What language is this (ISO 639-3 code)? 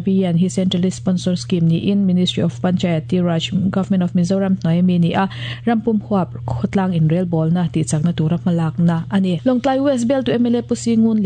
lus